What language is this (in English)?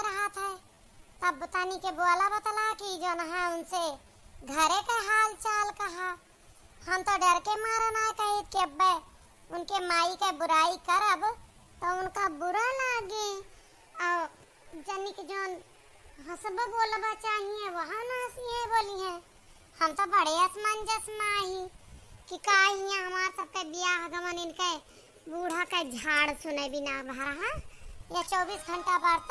Awadhi